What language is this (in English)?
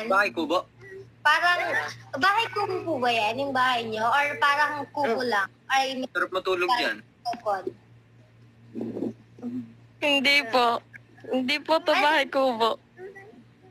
Filipino